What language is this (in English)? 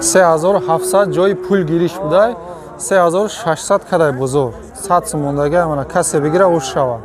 Tajik